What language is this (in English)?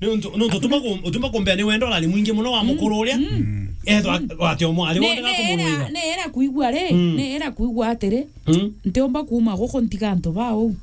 Meru